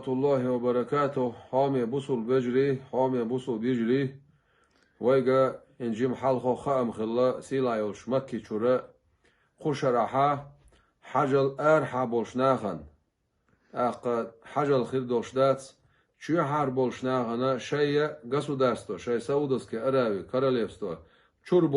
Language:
Chechen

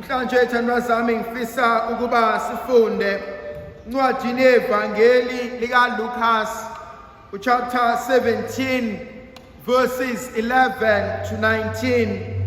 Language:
Zulu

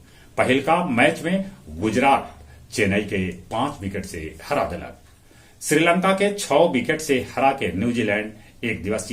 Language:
Magahi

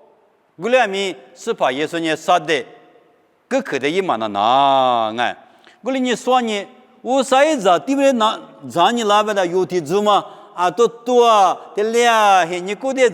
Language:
Lisu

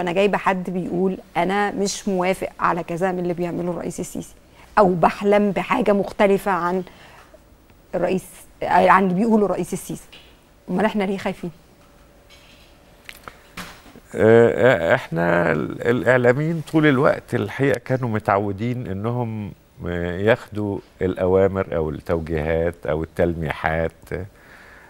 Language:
Egyptian Arabic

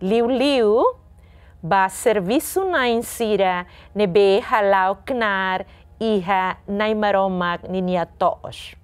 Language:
Tetum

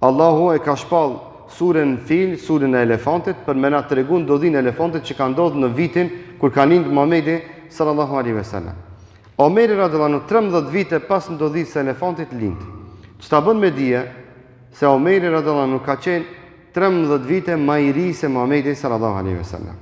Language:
Albanian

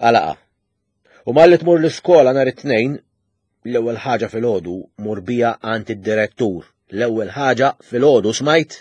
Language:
Maltese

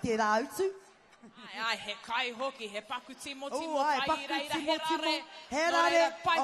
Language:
Māori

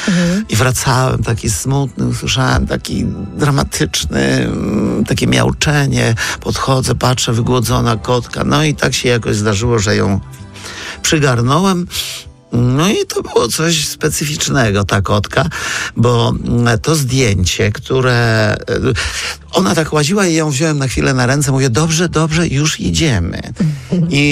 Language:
Polish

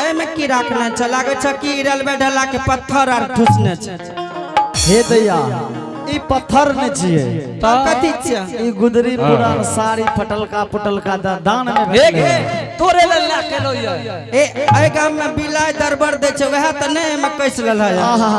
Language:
Angika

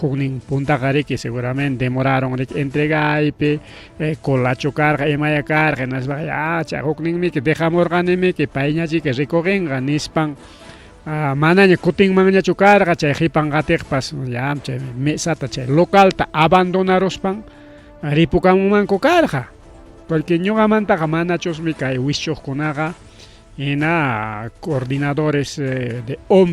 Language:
Ayacucho Quechua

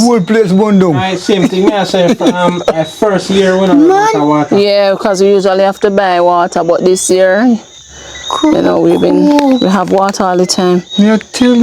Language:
Jamaican Creole English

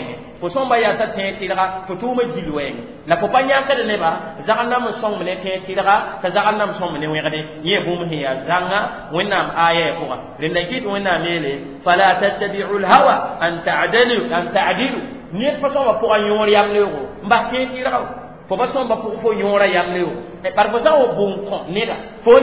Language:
Mossi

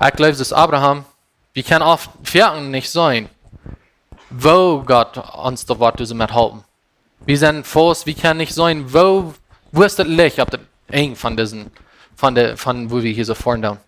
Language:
Plautdietsch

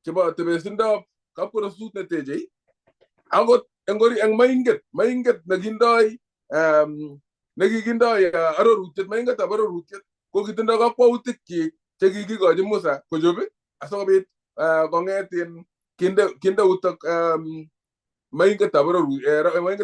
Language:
Kalenjin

